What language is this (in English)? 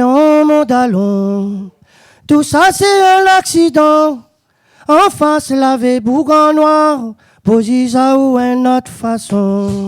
Réunion Creole French